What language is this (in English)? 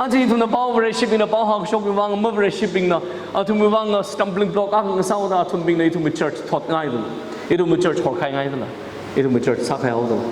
Tangkhul Naga (India)